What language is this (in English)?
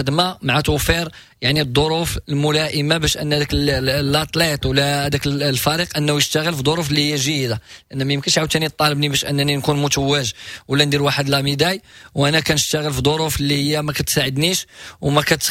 Moroccan Arabic